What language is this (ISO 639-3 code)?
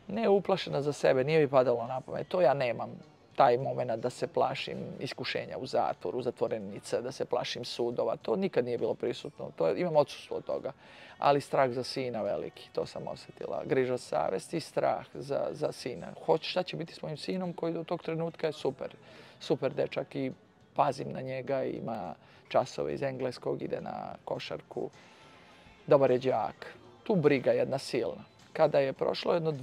srp